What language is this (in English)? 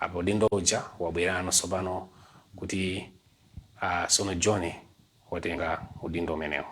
Nyanja